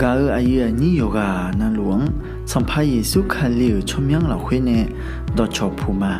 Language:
Akha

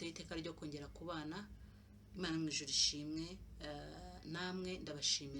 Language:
Kinyarwanda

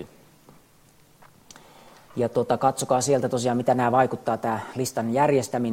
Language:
Finnish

